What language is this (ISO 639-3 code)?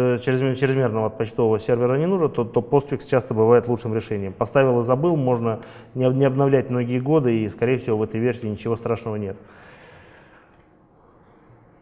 rus